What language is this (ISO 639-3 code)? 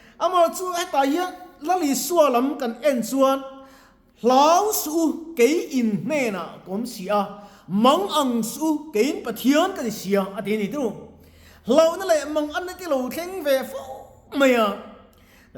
lus